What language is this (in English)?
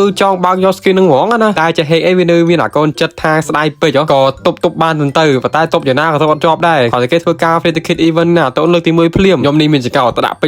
Khmer